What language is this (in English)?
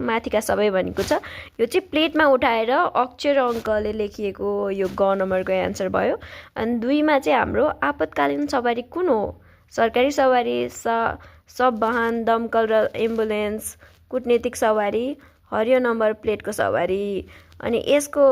Nepali